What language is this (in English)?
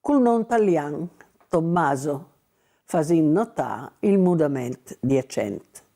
Friulian